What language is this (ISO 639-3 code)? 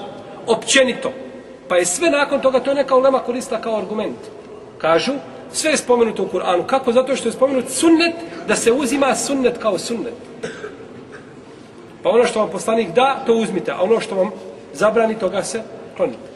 bos